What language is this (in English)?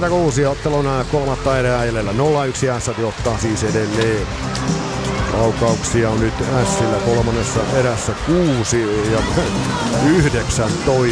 Finnish